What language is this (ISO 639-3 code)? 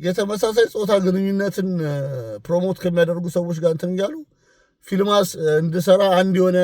amh